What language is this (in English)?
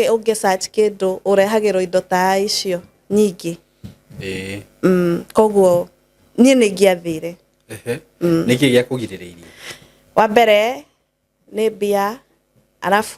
Kikuyu